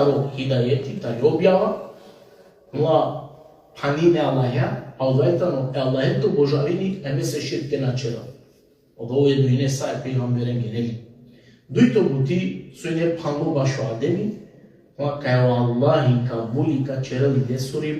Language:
Balkan Romani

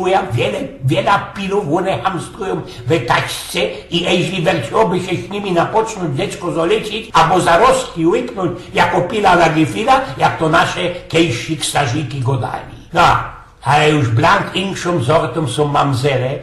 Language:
Silesian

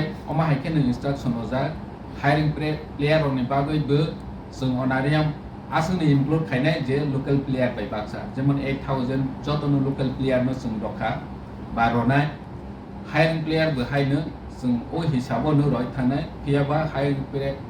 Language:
Kok Borok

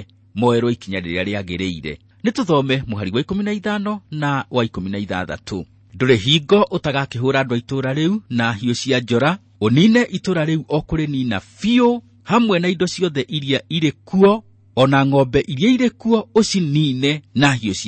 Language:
Kikuyu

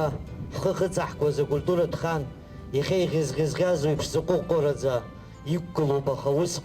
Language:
Abkhazian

